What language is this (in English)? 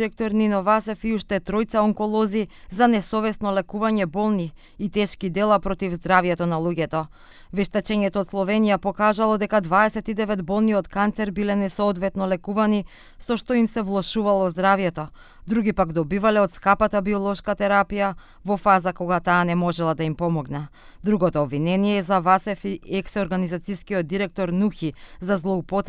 Macedonian